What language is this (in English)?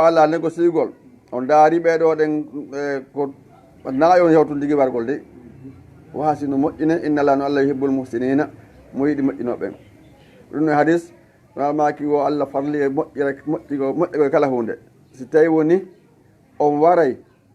Fula